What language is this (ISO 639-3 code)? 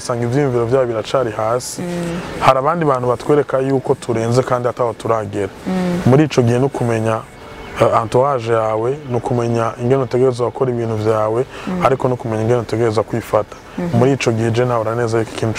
run